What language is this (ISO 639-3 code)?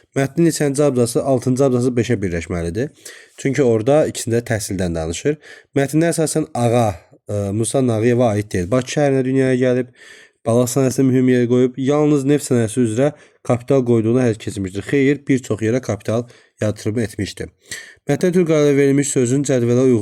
aze